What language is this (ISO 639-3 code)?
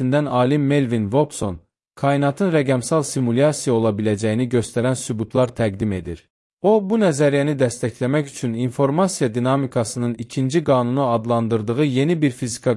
aze